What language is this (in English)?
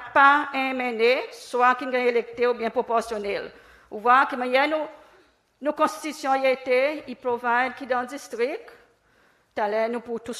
Seselwa Creole French